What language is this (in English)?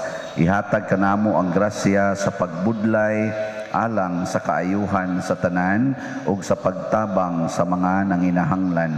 Cebuano